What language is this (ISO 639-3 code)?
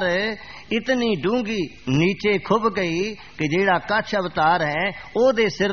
pan